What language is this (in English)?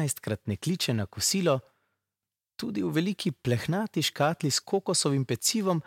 Slovenian